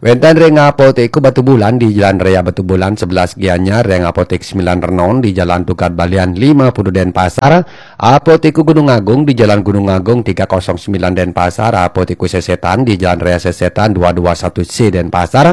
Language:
Balinese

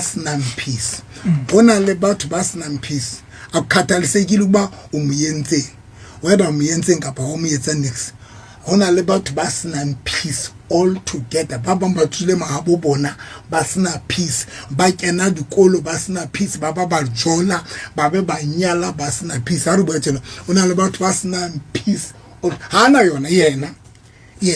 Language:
Southern Sotho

